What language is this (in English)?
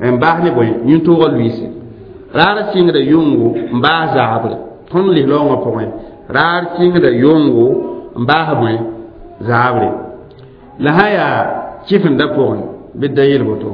Mossi